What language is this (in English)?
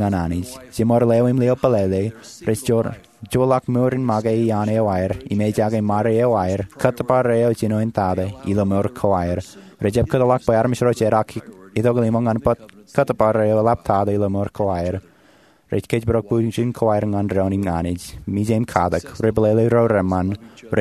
Marshallese